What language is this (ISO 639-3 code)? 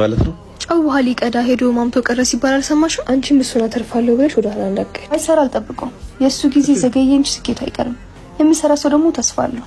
amh